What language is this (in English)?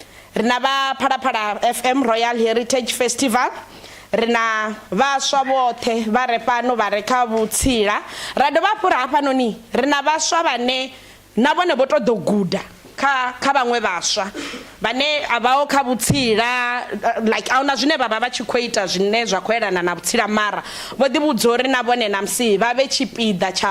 Venda